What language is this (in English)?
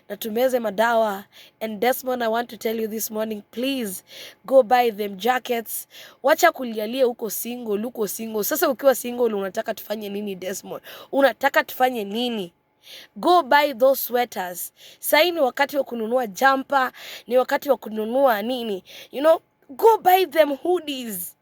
Swahili